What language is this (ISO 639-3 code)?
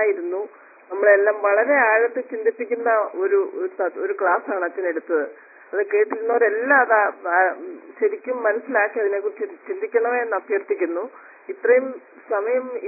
mal